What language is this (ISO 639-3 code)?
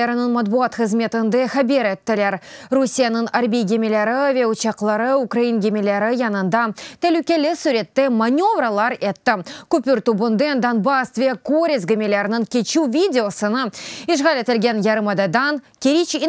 crh